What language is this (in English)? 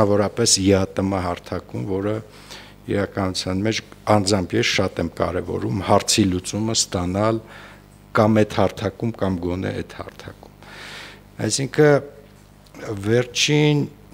Armenian